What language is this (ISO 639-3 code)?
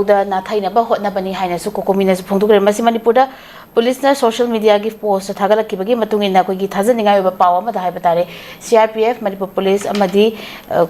mni